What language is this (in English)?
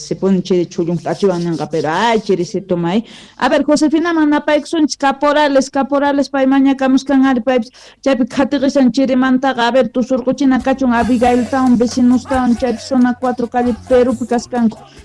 Quechua